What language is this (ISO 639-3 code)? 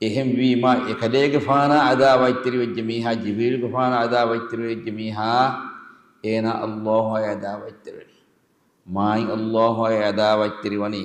div